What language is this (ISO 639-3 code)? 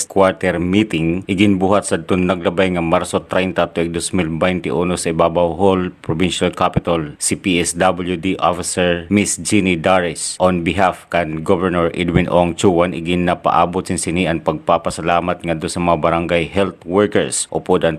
war